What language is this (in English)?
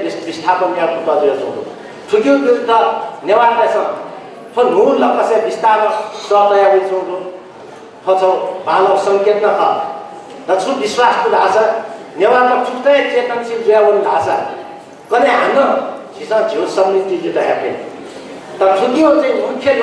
Newari